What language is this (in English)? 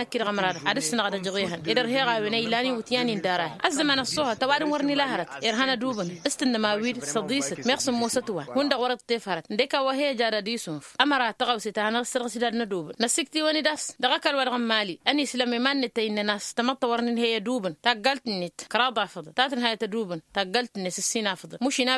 Tamasheq